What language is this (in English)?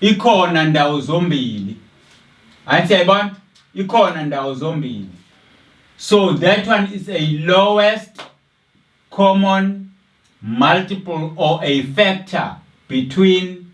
Zulu